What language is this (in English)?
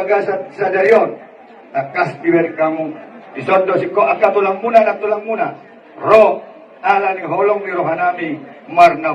Batak Toba